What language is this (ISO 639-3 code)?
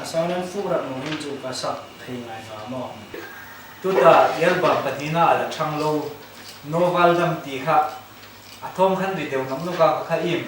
hmr